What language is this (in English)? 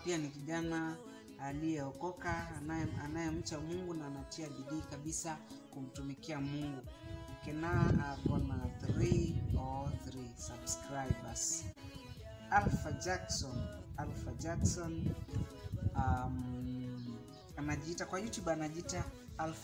Swahili